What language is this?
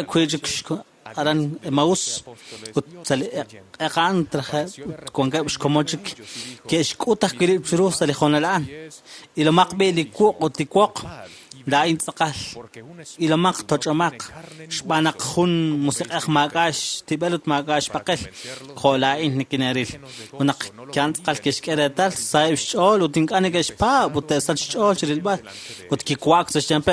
Kekchí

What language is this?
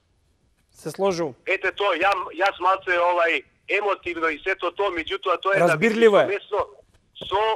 Macedonian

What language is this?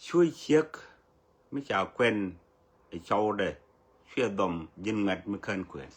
Nuer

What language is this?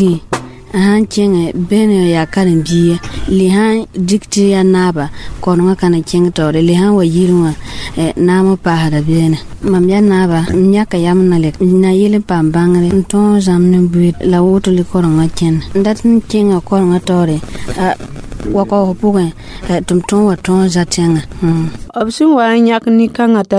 Mossi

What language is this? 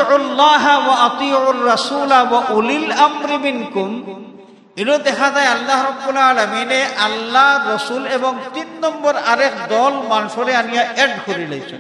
Sylheti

